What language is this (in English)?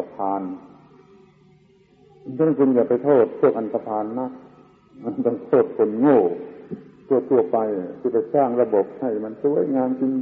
Thai